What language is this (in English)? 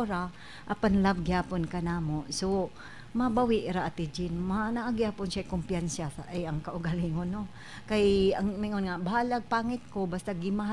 Cebuano